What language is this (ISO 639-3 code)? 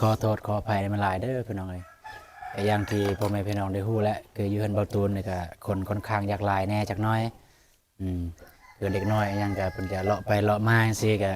lao